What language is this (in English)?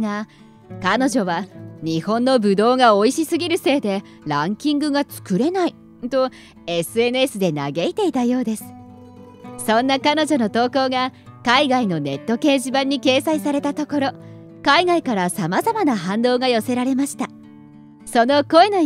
Japanese